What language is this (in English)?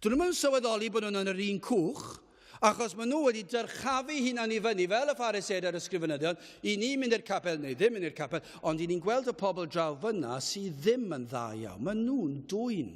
Welsh